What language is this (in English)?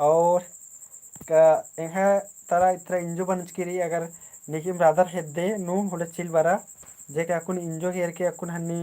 Kurukh